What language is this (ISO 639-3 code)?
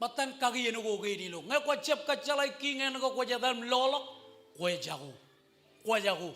mah